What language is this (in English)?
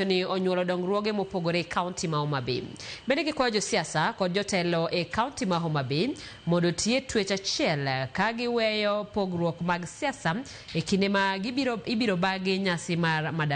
Luo (Kenya and Tanzania)